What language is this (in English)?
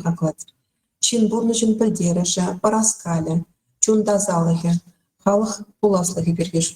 Chuvash